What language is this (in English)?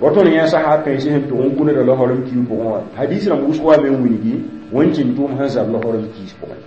Mossi